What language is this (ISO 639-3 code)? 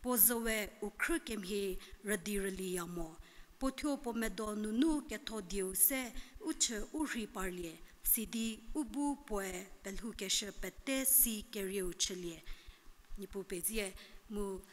njm